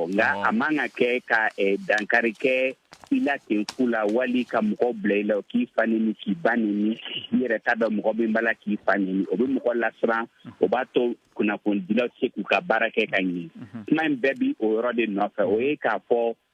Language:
Bambara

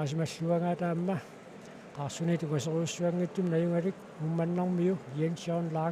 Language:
Kalaallisut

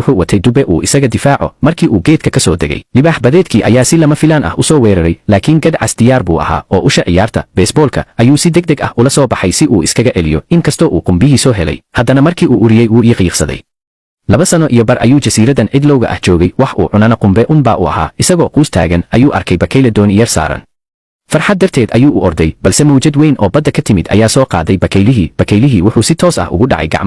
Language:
Somali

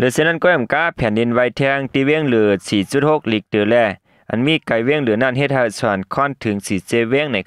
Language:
Shan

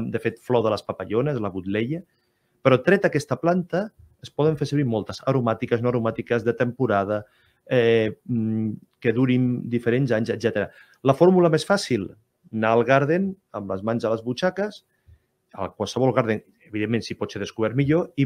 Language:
Catalan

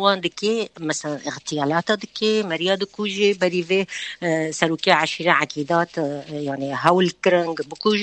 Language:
Kurdish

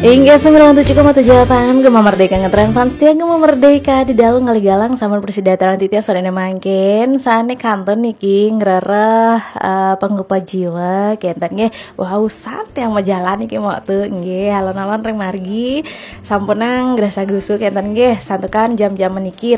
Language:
Balinese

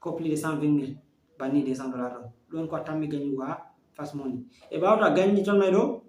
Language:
Fula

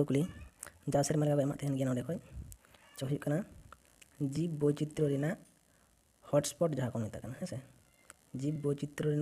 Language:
Santali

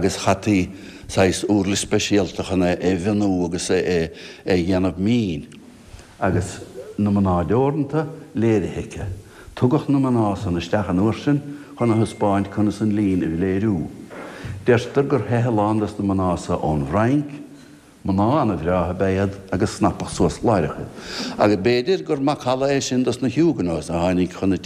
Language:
Irish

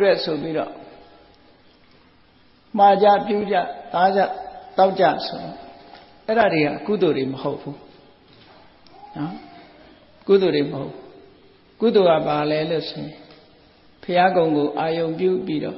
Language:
Burmese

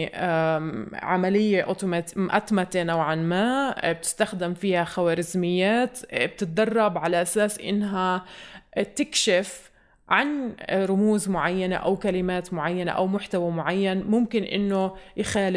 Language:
North Levantine Arabic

